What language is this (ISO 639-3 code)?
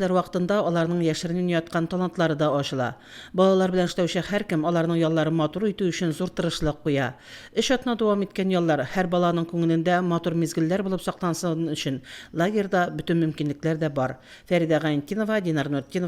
tat